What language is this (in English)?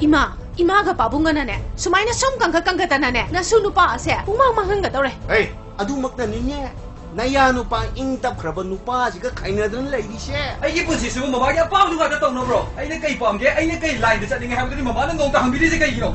Manipuri